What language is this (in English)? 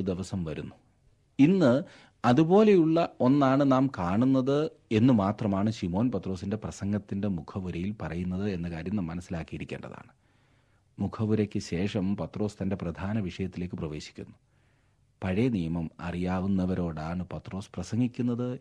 Malayalam